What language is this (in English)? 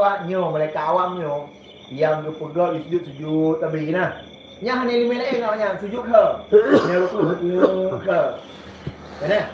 Achinese